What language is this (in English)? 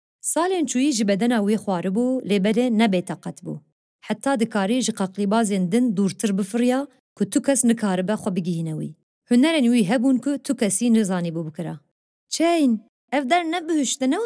Kurdish